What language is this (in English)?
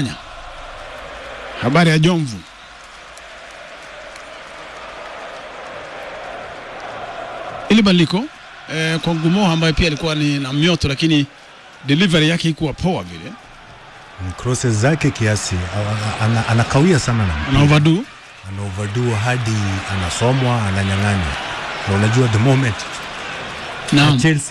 Swahili